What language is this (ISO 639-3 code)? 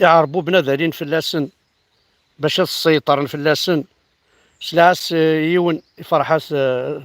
kab